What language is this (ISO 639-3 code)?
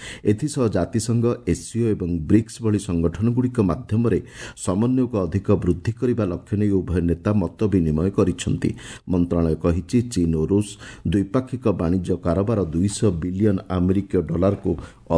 ori